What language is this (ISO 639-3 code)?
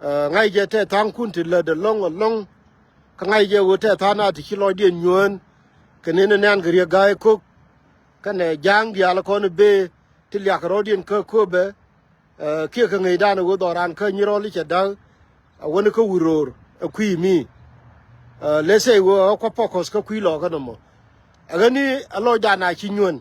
nus